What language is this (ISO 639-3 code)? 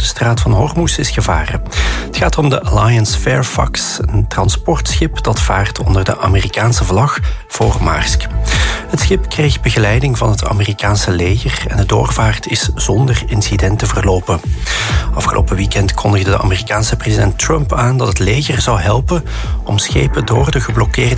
nld